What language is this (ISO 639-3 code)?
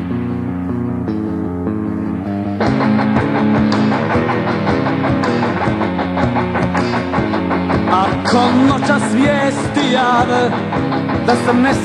hrv